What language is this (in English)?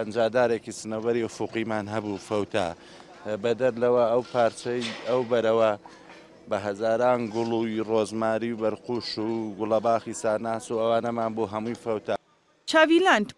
Central Kurdish